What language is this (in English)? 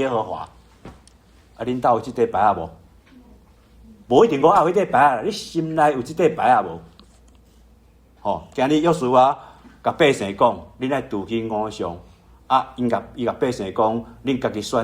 Min Nan Chinese